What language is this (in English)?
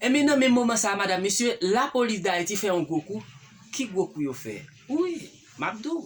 Haitian Creole